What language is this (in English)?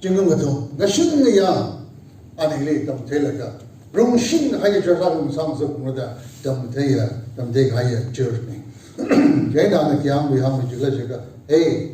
Tangkhul Naga (India)